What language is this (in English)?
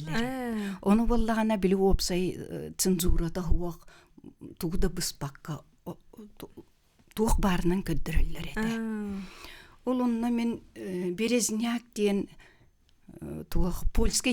Yakut